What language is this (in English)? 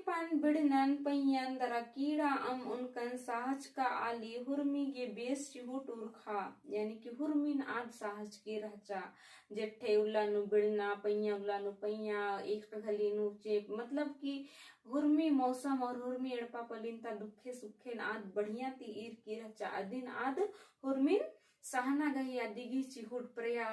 Kurukh